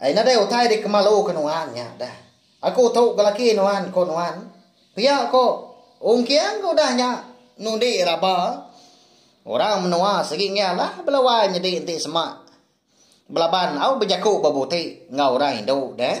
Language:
Iban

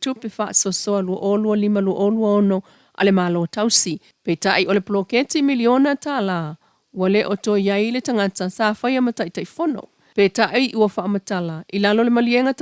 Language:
Samoan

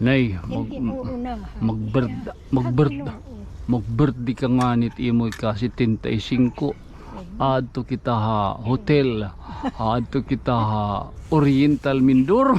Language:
Waray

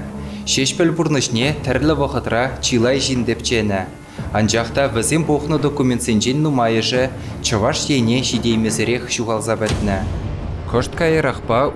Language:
Chuvash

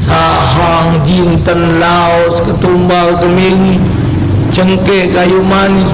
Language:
Musi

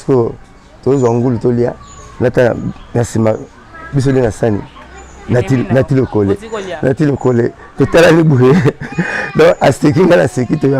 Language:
Lingala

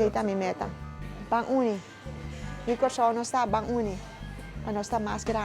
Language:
Papiamento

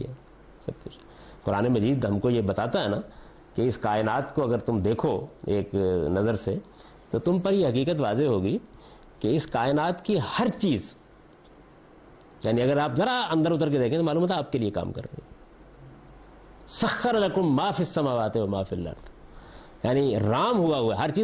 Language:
Urdu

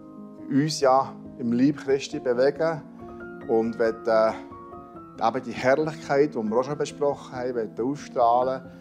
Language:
Swiss German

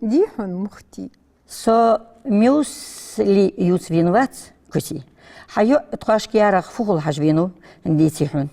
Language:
Ingush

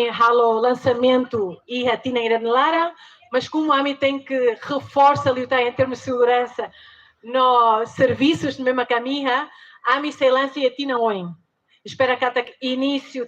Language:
Tetum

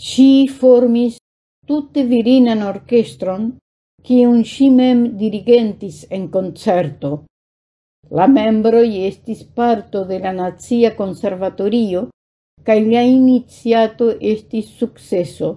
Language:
Esperanto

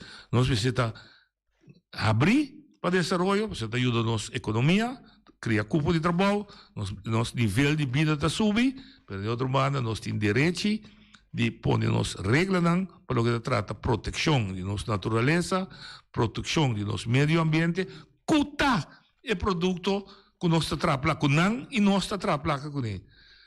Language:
Papiamento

